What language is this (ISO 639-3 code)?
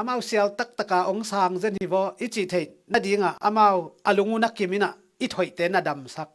ctd